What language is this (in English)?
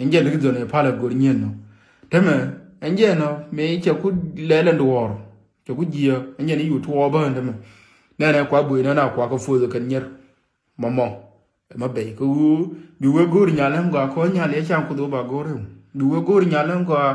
Nuer